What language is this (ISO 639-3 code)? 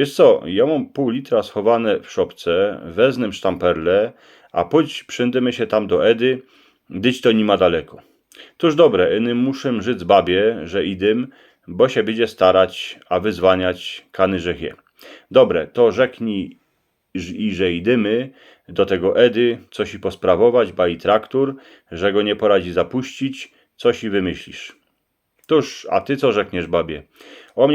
szl